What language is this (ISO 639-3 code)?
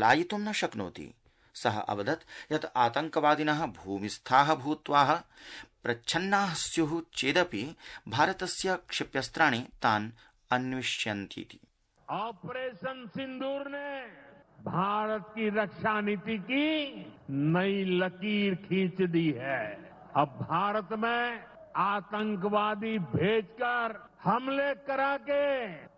san